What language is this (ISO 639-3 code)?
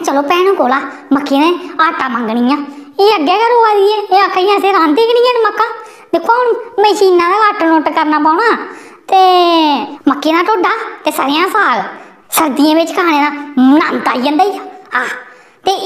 doi